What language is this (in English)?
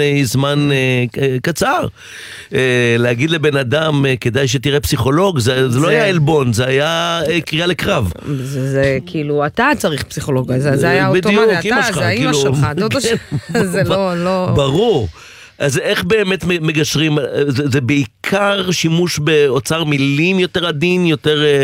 Hebrew